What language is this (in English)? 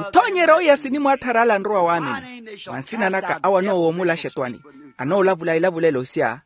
Makhuwa